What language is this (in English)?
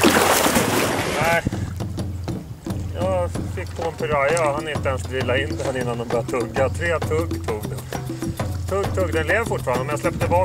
Swedish